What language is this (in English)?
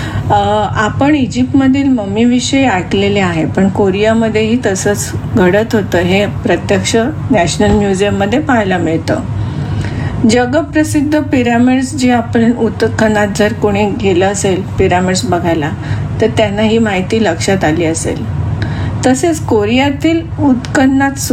Marathi